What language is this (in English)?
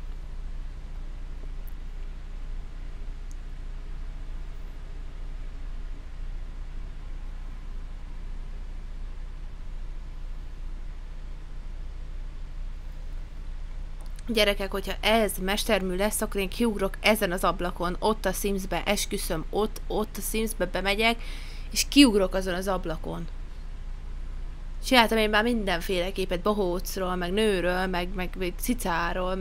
Hungarian